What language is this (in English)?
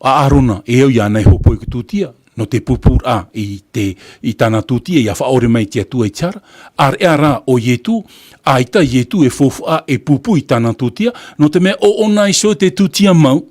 Tahitian